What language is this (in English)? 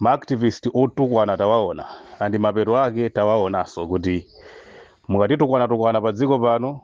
Nyanja